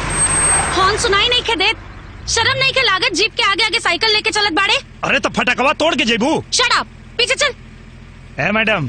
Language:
Bhojpuri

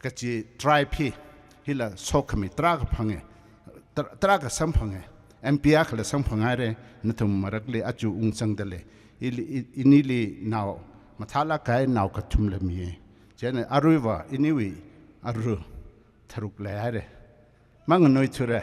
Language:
Tangkhul Naga (India)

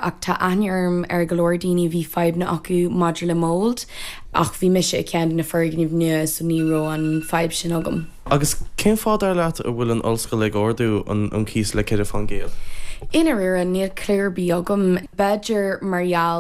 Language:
Irish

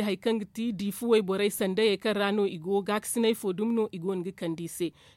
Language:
Zarma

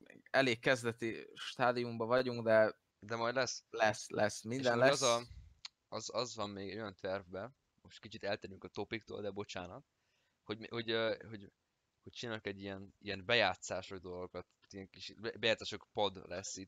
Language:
Hungarian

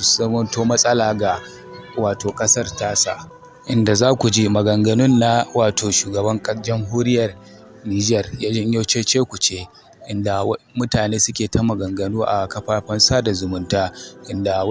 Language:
Hausa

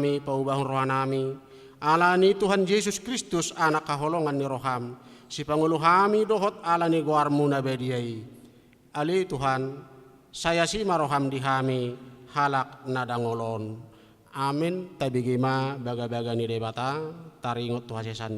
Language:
Batak Toba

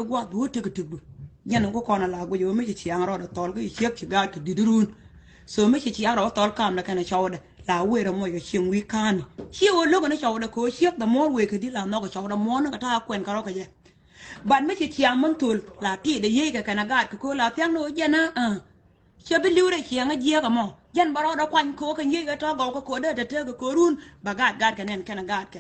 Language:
Nuer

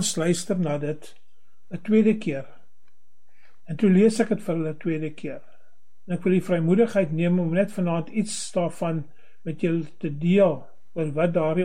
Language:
Afrikaans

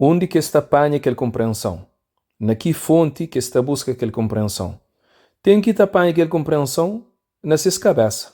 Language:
Kabuverdianu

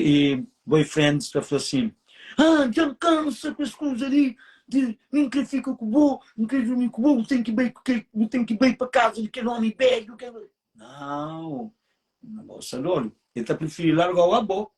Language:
Kabuverdianu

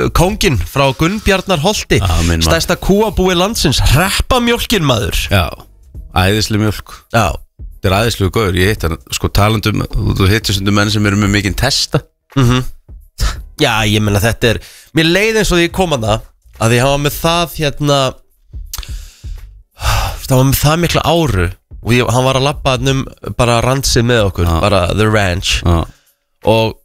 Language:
Icelandic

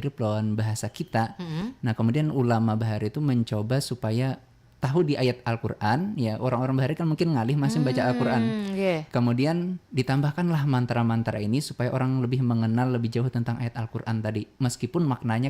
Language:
Banjar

